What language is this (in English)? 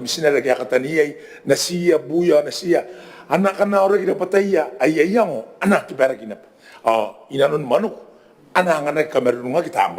Gilbertese